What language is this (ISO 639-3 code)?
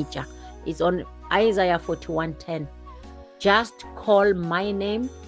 nso